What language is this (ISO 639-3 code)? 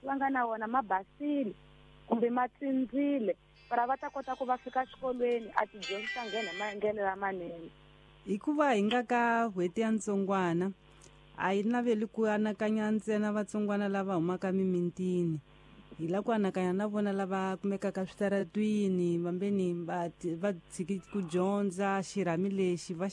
tso